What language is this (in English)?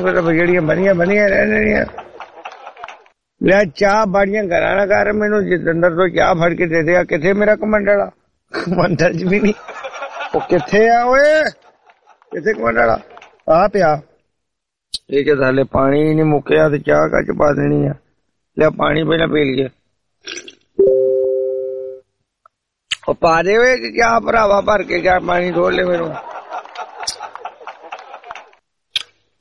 Punjabi